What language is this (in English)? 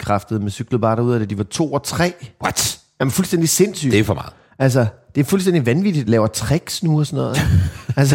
Danish